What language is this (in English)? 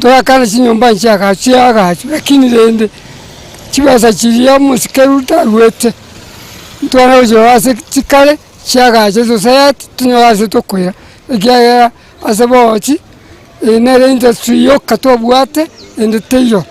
Gusii